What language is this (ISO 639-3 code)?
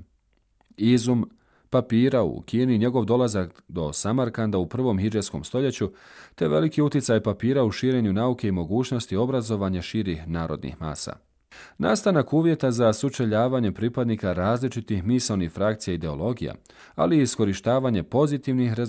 bos